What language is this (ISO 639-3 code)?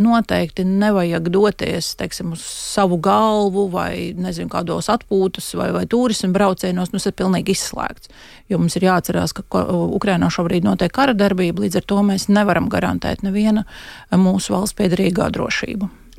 lav